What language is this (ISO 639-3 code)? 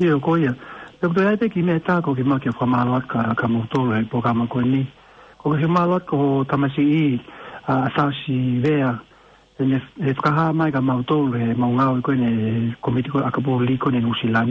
ton